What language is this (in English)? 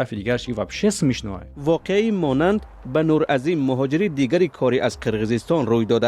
Tajik